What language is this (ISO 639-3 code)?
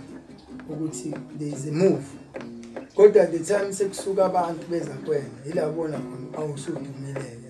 zul